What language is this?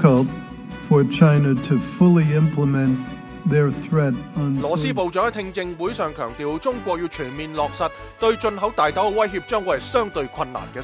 Cantonese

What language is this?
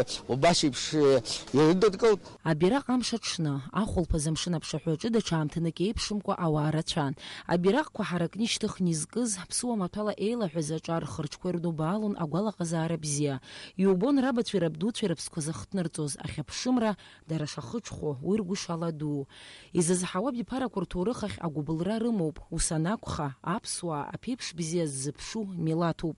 Abkhazian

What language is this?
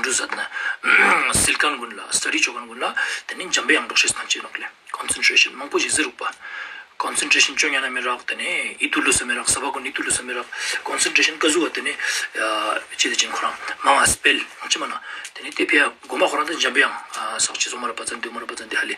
Ladakhi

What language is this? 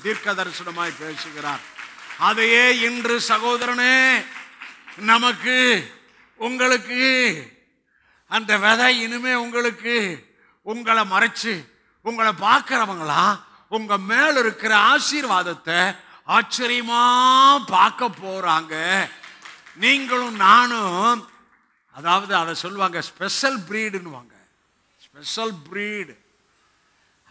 Tamil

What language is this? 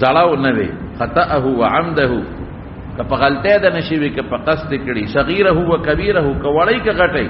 Pashto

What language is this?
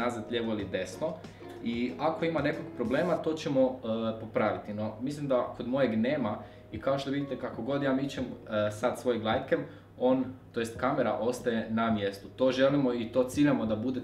Croatian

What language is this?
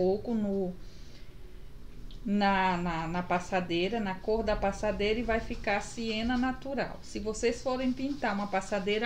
Portuguese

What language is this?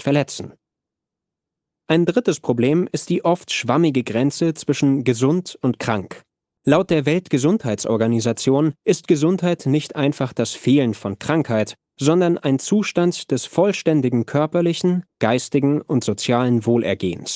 German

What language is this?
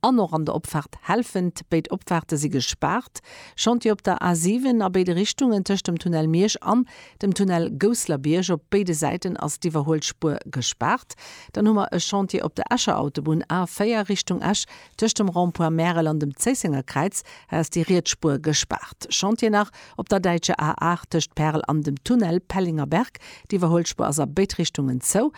Luxembourgish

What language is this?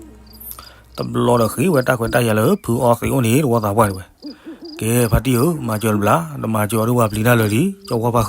S'gaw Karen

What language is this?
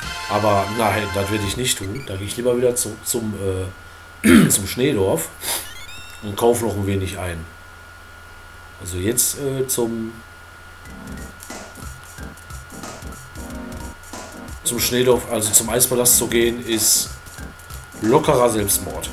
German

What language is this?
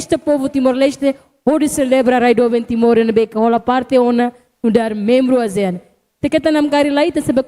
Tetum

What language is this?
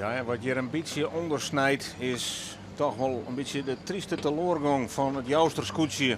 Western Frisian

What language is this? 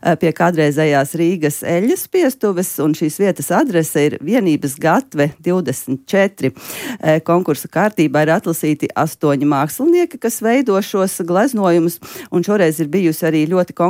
Latvian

